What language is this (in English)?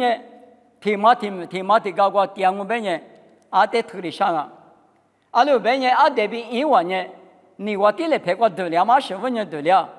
Lisu